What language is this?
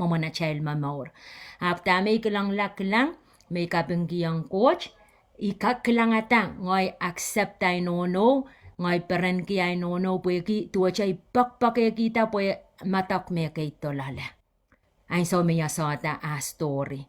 Pohnpeian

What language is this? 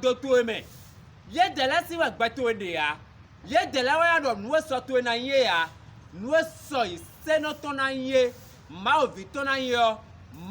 Fon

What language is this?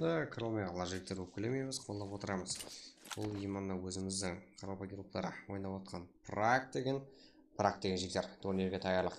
Kara-Kalpak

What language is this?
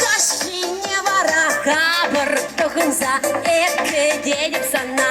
Chuvash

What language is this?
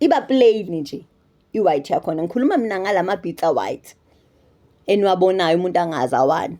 Zulu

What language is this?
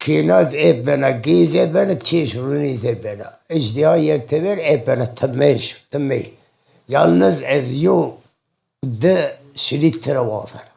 Zaza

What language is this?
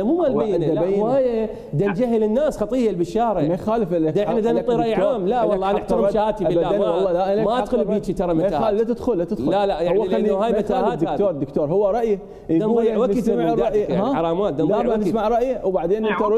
Mesopotamian Arabic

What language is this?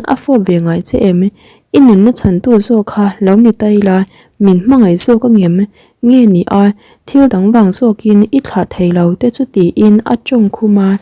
Mizo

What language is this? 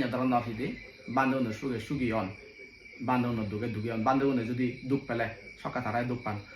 Chakma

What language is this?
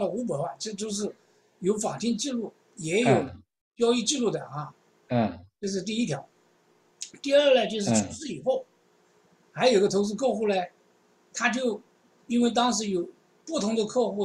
Chinese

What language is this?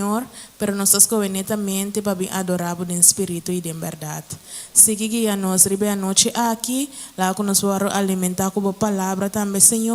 Papiamento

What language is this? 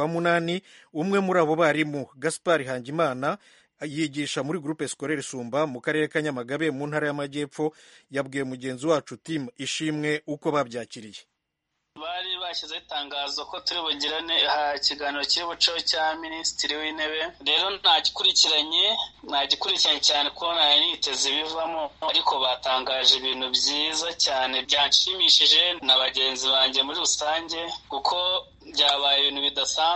Kinyarwanda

